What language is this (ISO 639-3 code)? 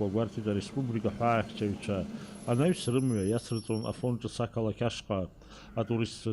abk